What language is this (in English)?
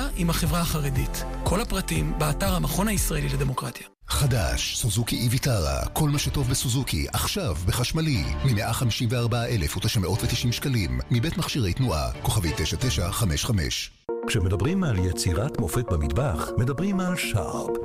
Hebrew